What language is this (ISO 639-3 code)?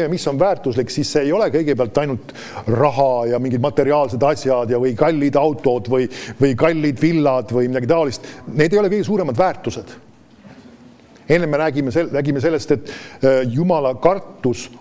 est